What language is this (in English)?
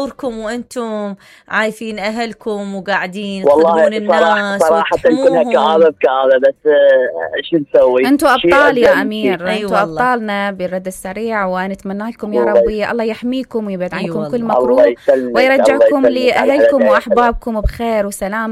Mesopotamian Arabic